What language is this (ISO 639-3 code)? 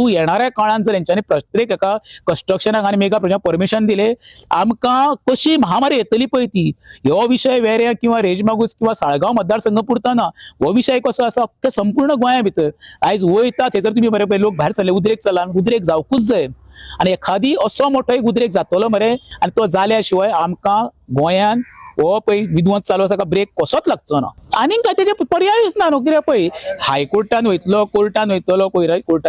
kok